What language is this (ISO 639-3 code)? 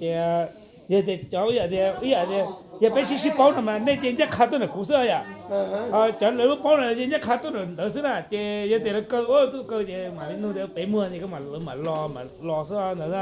hmn